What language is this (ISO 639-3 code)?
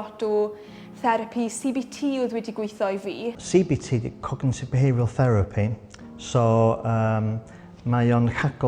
cym